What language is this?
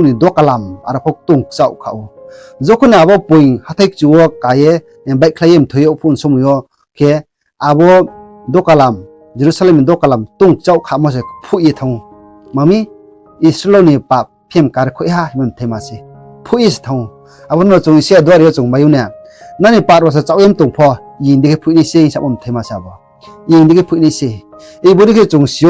Riang (India)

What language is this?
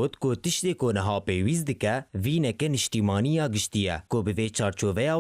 Kurdish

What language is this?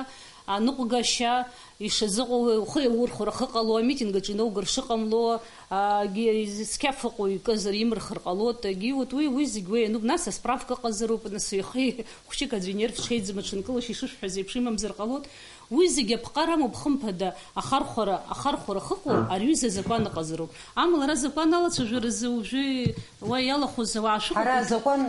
Abkhazian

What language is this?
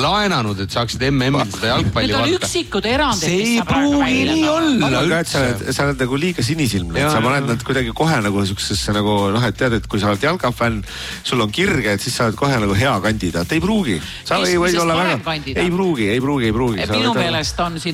Estonian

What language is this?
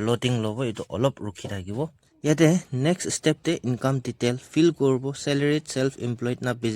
Naga Pidgin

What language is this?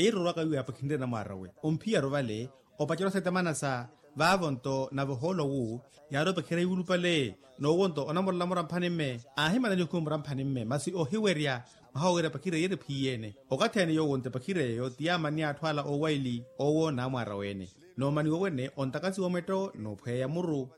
Makhuwa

